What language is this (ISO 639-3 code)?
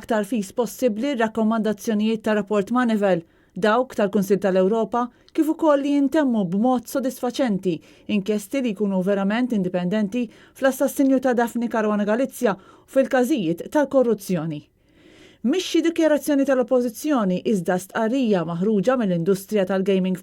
mlt